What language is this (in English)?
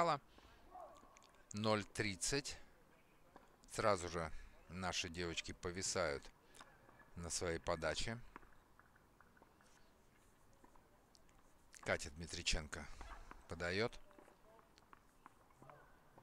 Russian